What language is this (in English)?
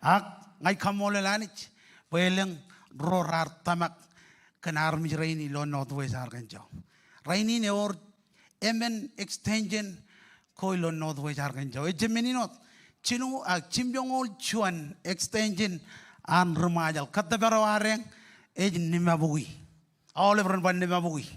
Marshallese